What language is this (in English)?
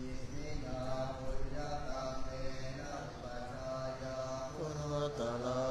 Pali